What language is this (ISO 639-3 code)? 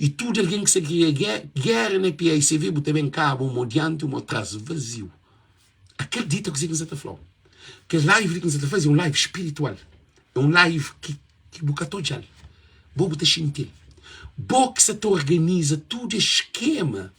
kea